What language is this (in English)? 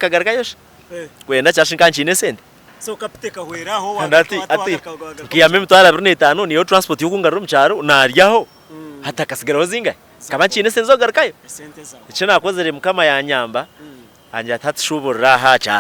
Nyankole